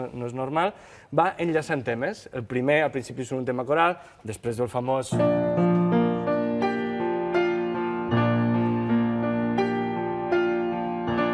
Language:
Catalan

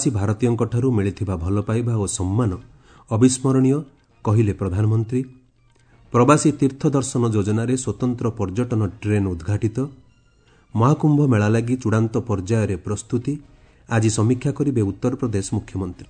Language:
Odia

